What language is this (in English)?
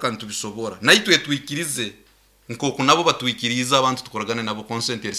Nyoro